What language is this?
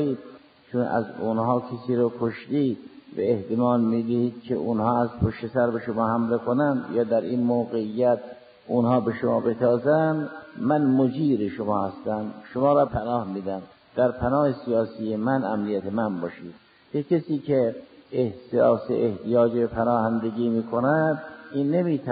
Persian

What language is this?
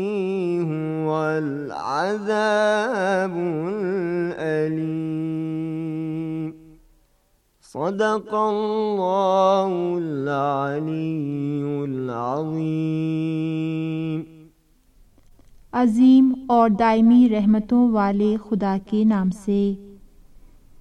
Urdu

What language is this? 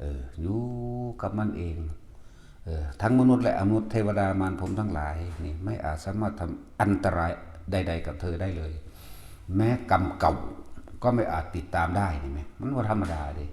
Northeastern Thai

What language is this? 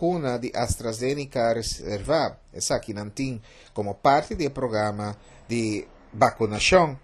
Papiamento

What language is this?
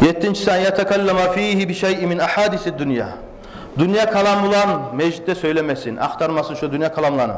Kumyk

